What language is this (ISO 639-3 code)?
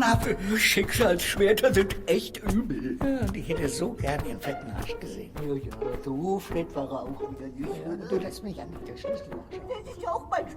gsw